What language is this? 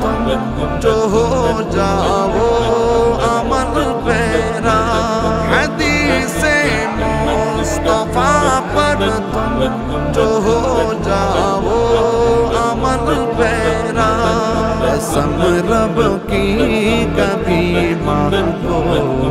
Bangla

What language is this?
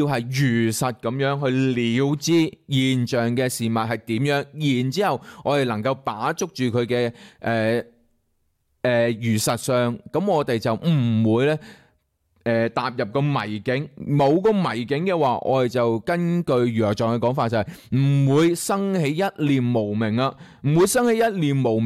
Cantonese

